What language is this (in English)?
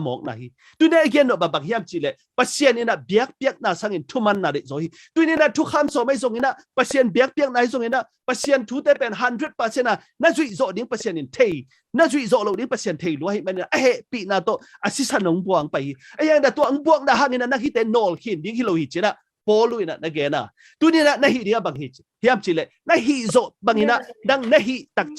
Tedim Chin